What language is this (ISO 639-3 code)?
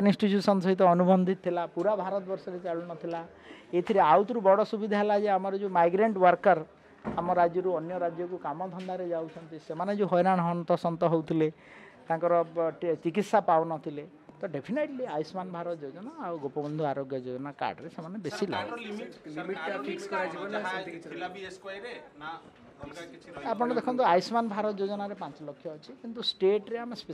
ori